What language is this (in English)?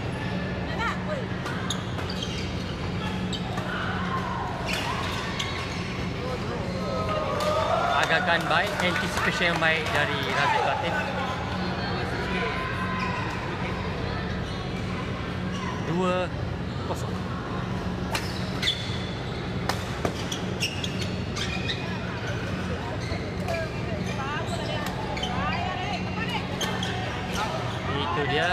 Malay